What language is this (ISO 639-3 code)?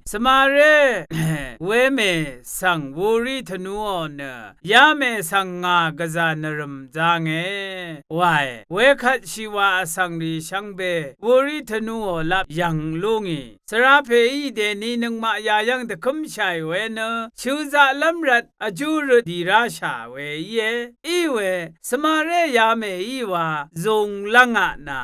raw